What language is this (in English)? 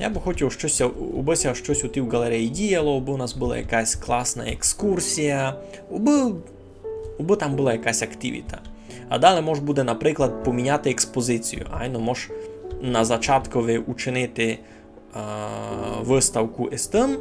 Rusyn